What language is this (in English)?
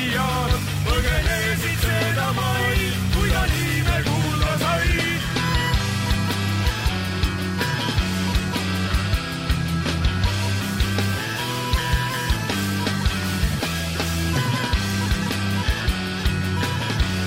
Estonian